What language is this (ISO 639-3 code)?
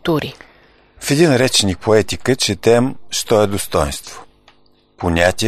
bul